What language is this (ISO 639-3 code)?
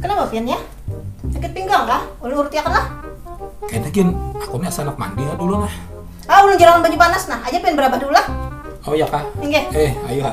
bjn